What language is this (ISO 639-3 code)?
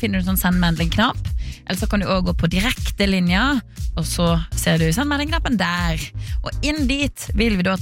nor